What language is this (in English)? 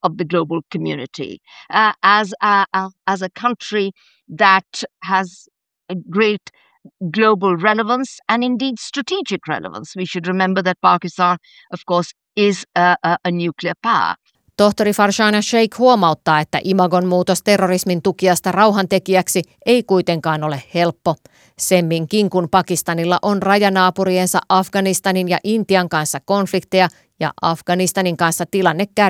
Finnish